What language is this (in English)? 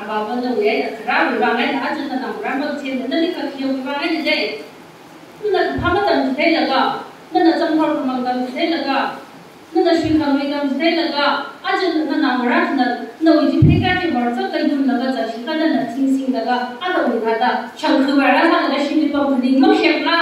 Tangkhul Naga (India)